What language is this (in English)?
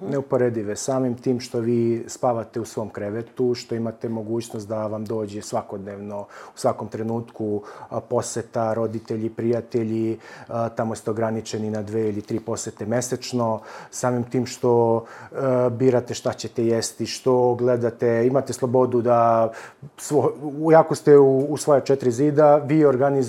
Serbian